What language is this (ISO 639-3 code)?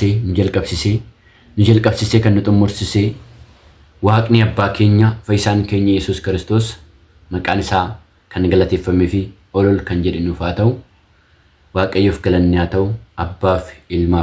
orm